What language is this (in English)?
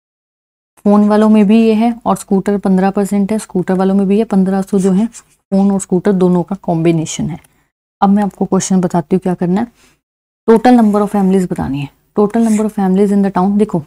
Hindi